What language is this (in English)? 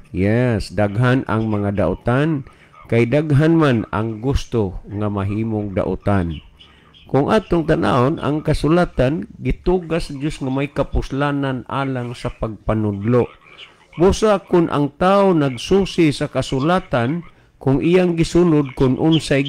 Cebuano